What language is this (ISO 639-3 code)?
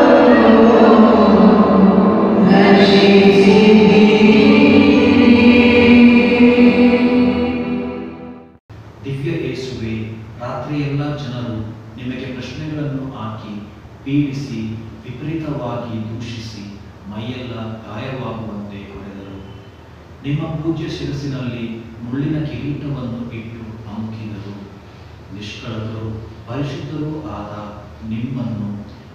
kan